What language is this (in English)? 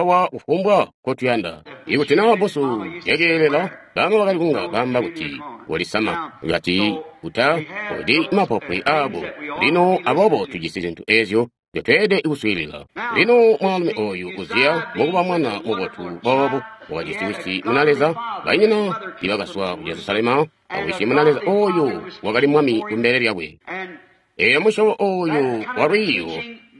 Tonga (Zambia)